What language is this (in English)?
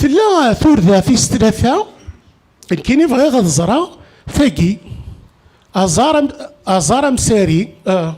Kabyle